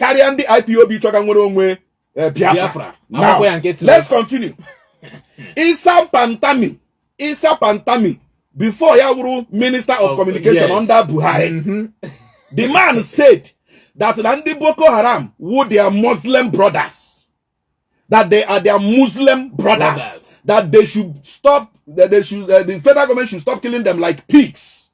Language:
Igbo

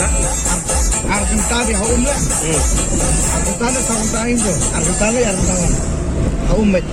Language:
Khasi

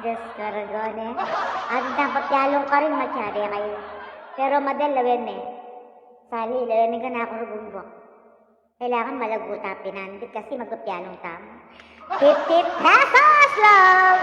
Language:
Pampanga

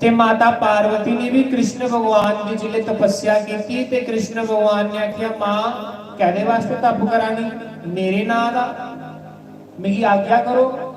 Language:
Dogri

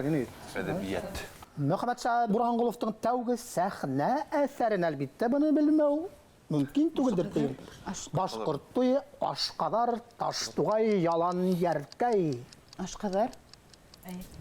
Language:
Bashkir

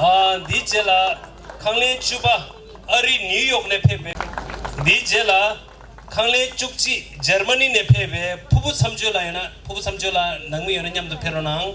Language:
Tibetan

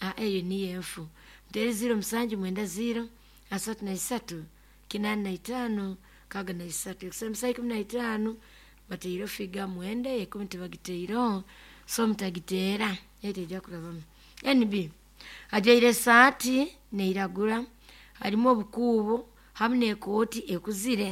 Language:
Nyoro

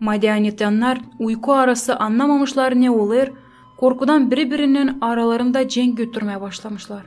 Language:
Gagauz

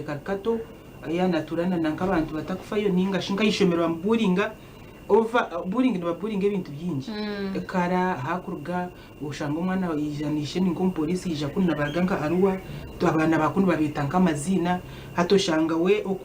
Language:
Nyankole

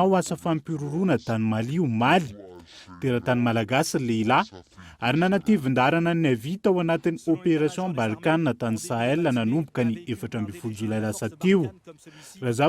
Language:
Malagasy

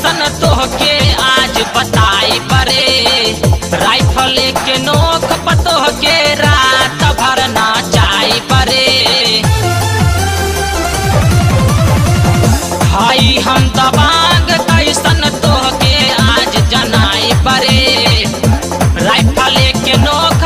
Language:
Bhojpuri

